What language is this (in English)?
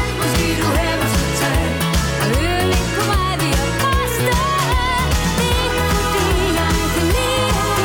Danish